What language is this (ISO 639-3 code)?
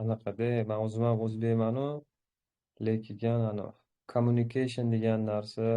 uzb